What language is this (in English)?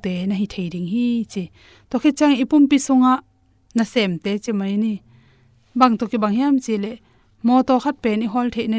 Tedim Chin